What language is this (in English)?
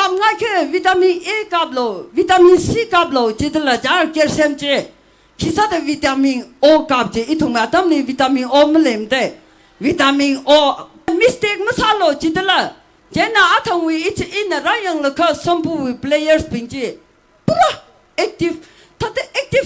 Tangkhul Naga (India)